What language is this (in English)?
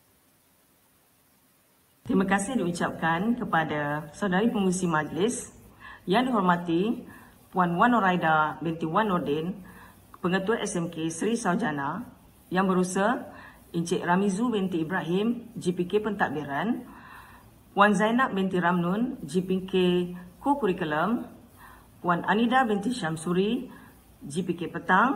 Malay